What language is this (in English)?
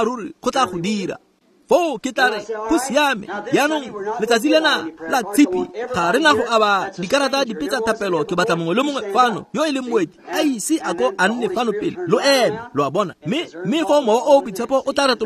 Tswana